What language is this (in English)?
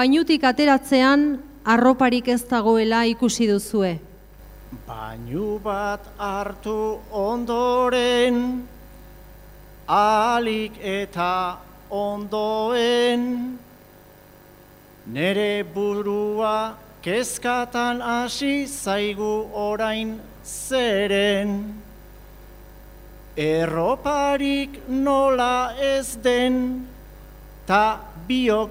Basque